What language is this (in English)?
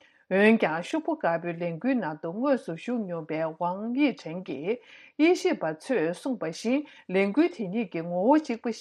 Tibetan